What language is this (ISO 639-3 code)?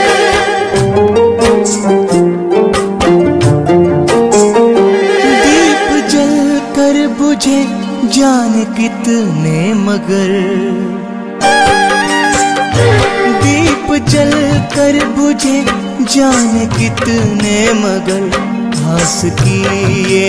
hin